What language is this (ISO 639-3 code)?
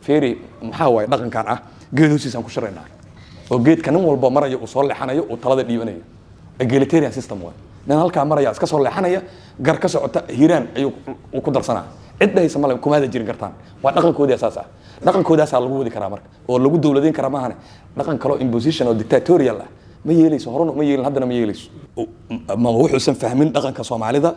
som